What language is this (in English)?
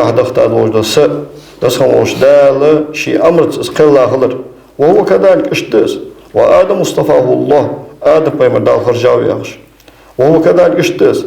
Ingush